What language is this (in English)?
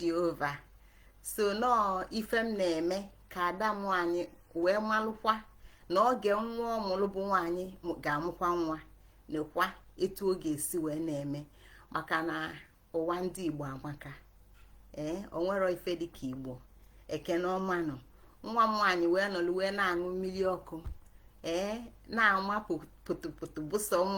Igbo